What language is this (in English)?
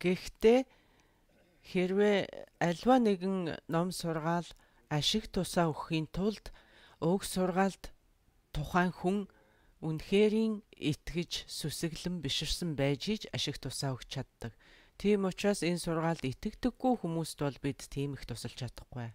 Mongolian